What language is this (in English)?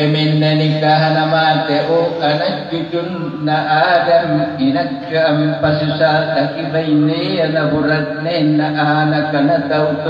Makasar